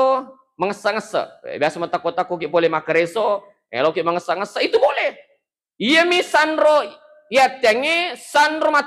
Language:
Buginese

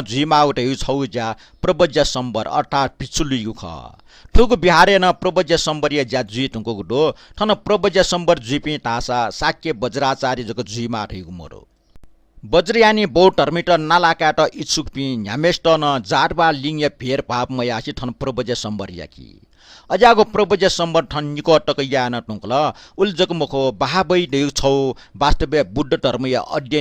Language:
Newari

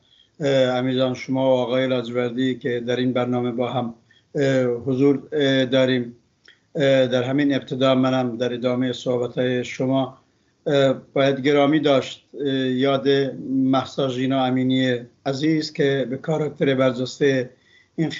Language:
Persian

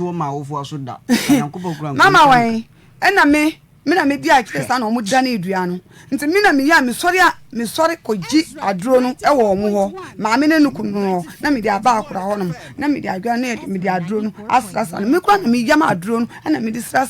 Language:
Akan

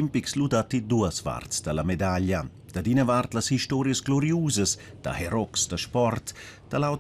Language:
Romansh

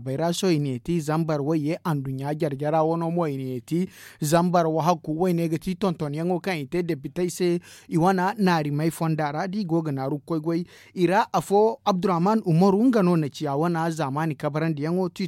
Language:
Zarma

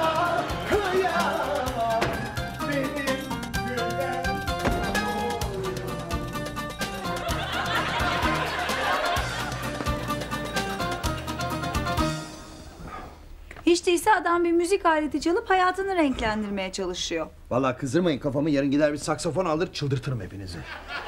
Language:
Turkish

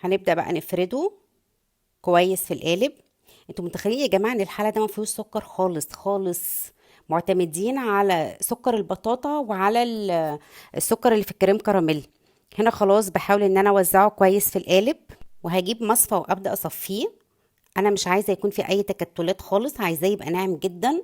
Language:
Egyptian Arabic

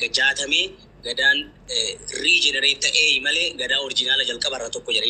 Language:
Oromo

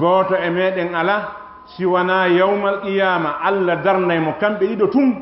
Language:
Fula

